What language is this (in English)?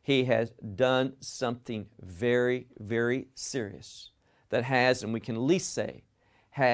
English